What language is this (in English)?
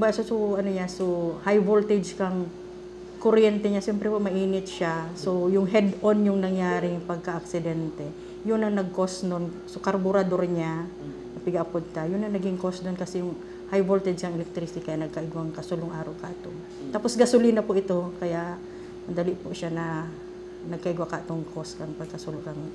Bikol